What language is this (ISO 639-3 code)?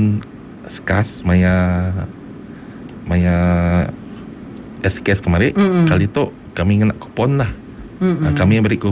msa